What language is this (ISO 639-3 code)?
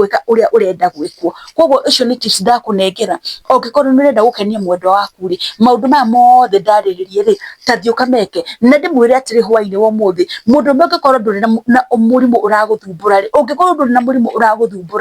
kik